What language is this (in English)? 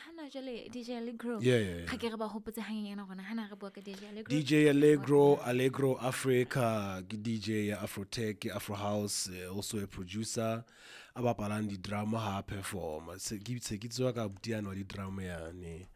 Southern Sotho